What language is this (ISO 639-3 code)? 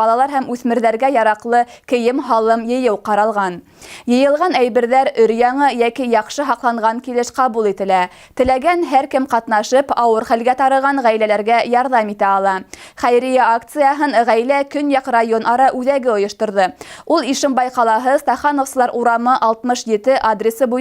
bak